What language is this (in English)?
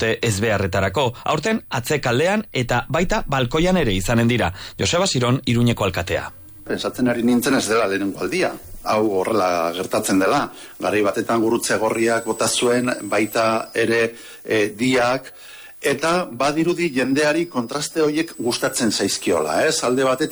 Basque